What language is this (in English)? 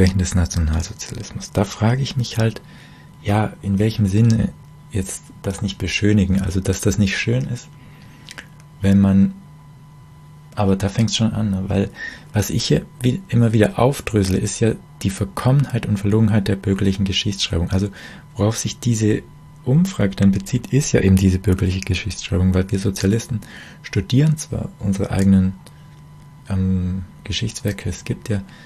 German